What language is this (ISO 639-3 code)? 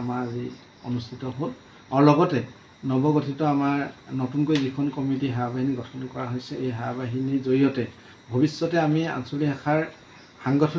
asm